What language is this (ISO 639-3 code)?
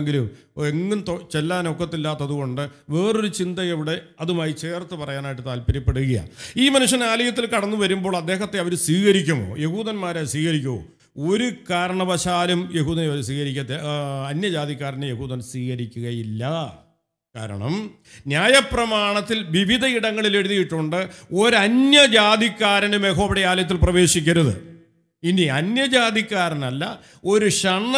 mal